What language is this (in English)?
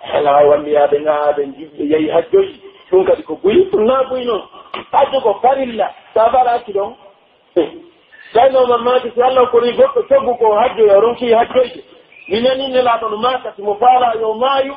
Pular